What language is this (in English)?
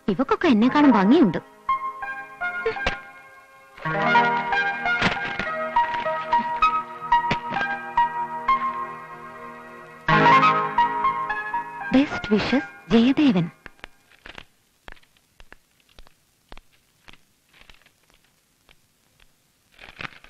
Malayalam